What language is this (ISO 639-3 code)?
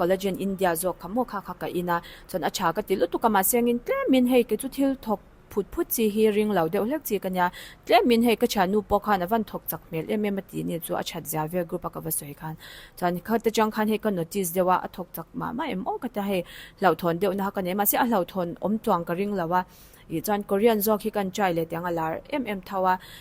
lus